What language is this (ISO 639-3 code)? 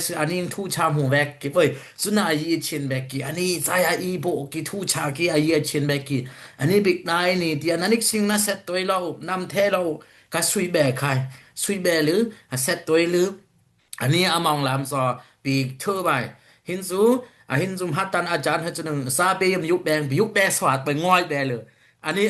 dis